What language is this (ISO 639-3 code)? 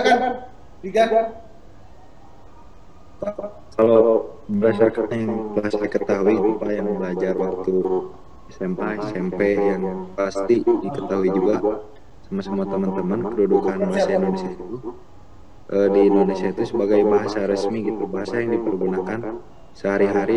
ind